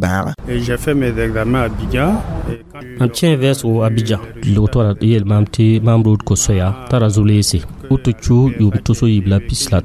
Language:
Mossi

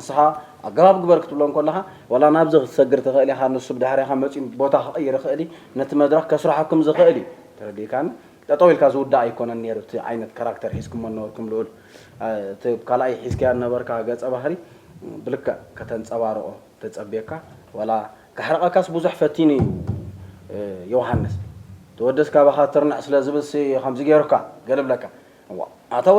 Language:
Tigrinya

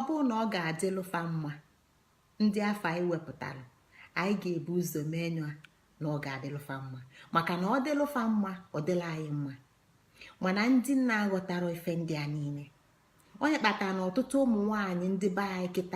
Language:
Igbo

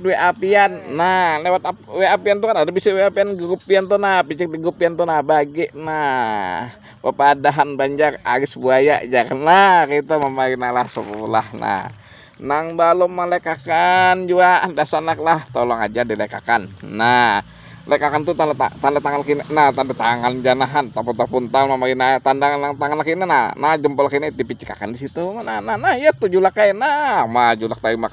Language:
Banjar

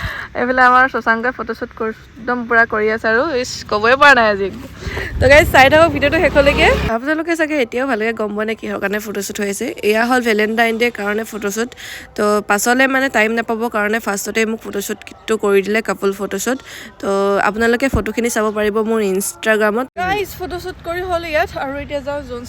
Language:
Assamese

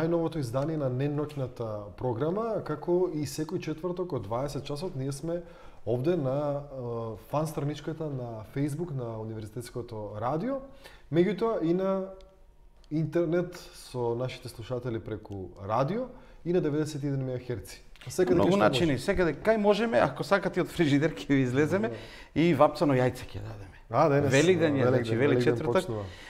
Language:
Macedonian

